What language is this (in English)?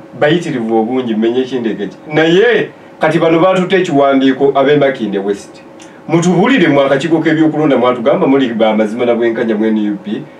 Ganda